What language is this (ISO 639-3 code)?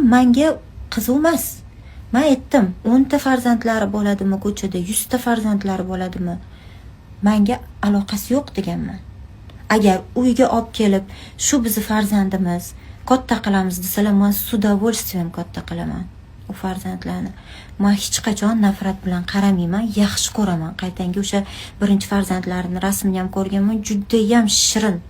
uzb